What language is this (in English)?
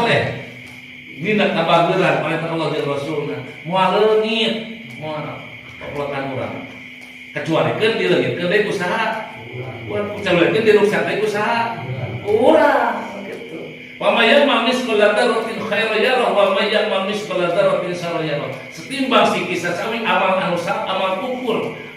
Sundanese